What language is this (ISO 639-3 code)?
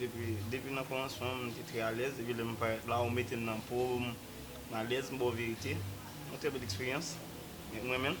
hat